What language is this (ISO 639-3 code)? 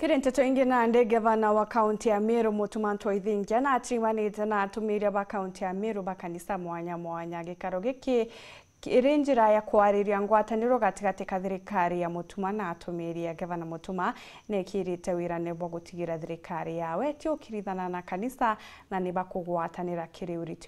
mer